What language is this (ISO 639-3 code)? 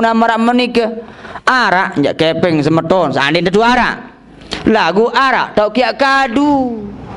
sas